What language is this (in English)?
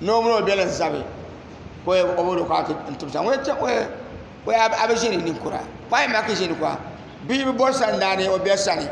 Dagbani